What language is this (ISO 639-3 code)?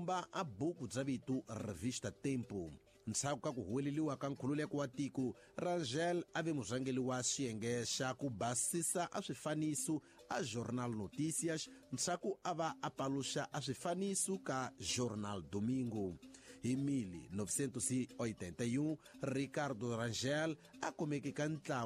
tso